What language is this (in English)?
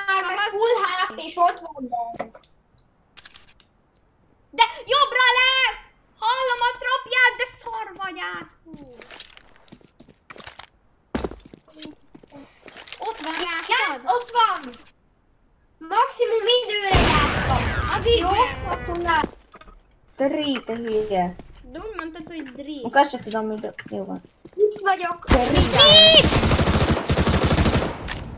Hungarian